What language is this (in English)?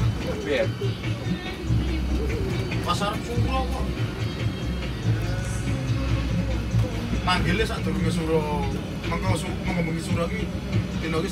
Indonesian